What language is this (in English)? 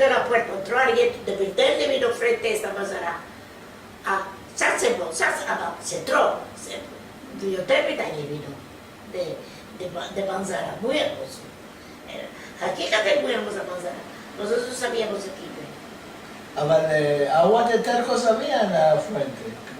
Ladino